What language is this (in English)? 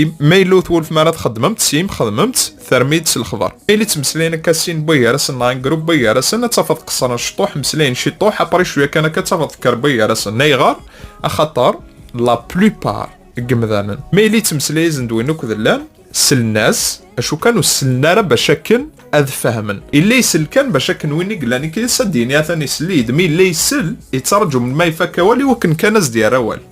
Kabyle